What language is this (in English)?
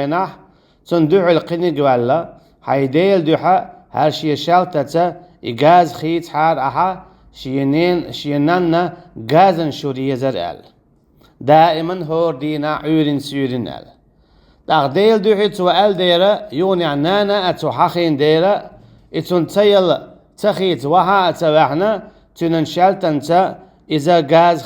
Chechen